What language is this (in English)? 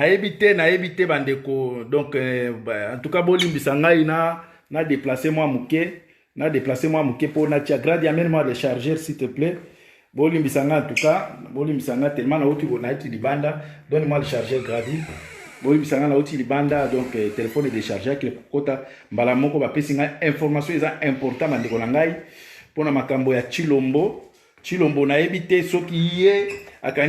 Lingala